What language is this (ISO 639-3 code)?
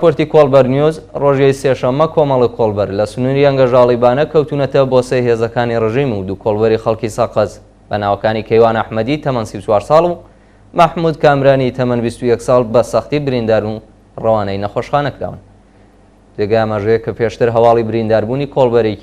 ckb